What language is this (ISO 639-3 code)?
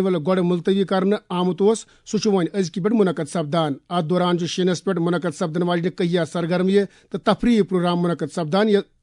kas